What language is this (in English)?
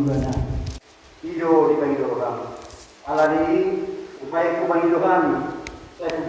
Batak Toba